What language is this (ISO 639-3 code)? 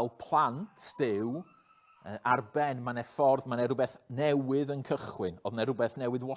cym